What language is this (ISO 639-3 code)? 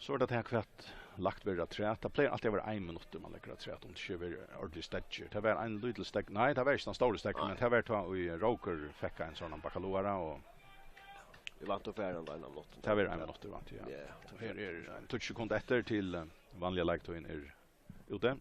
fao